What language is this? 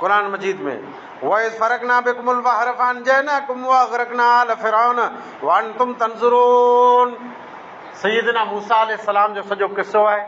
Sindhi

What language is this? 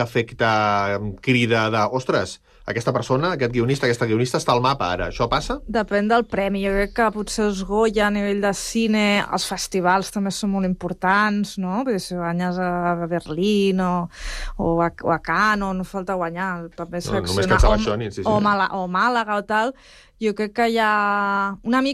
Catalan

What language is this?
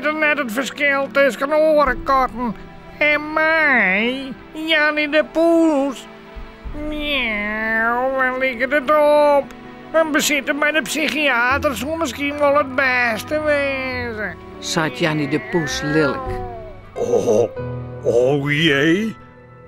Western Frisian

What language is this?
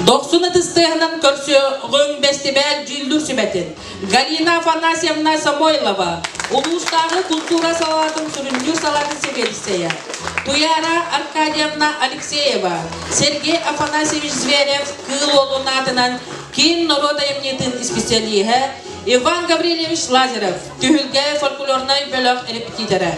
Yakut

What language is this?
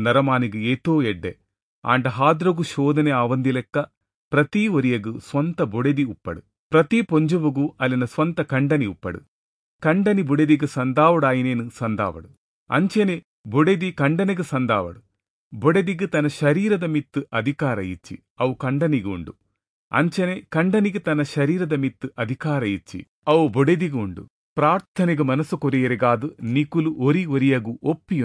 Tulu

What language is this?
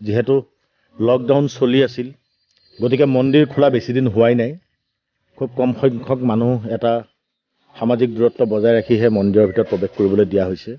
Assamese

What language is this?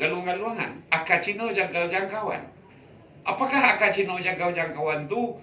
Minangkabau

